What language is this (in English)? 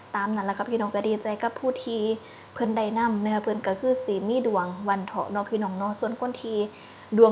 Northeastern Thai